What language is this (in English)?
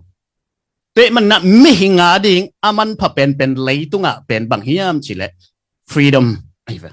Tedim Chin